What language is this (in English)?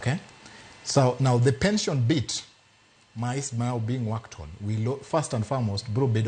Luo (Kenya and Tanzania)